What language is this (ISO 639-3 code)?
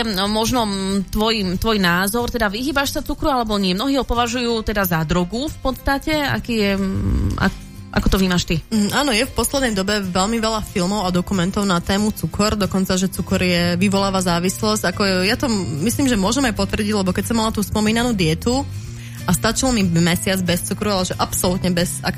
slk